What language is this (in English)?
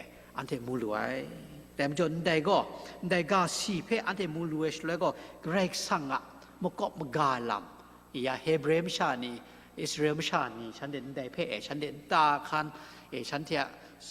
Kachin